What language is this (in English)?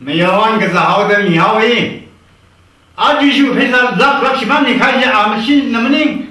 Tangkhul Naga (India)